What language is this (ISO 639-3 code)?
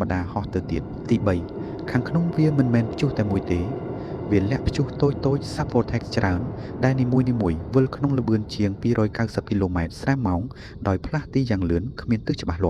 khm